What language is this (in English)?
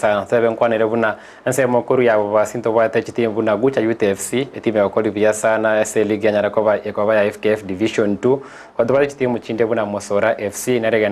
Gusii